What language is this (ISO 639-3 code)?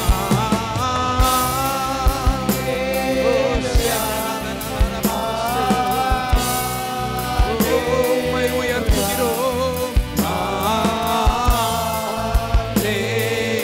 tam